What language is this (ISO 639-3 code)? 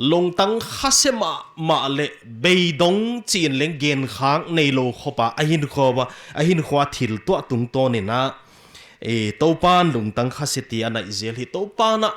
pck